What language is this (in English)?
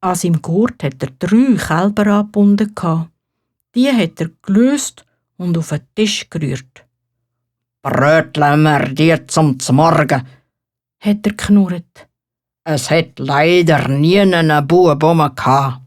Swiss German